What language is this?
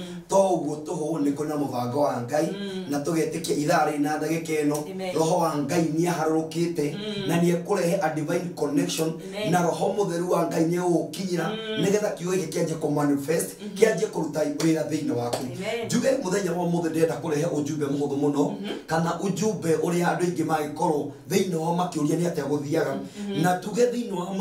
Kikuyu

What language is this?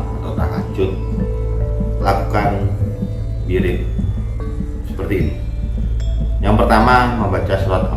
Indonesian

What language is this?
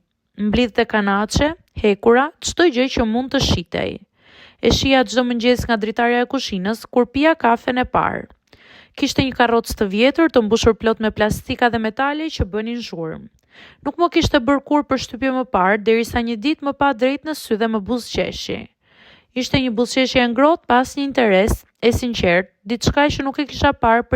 Albanian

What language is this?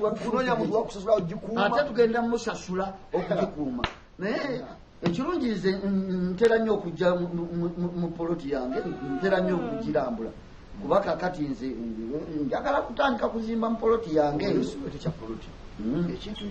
Ganda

